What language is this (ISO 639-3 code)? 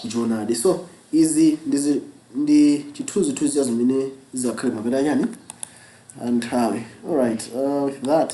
nya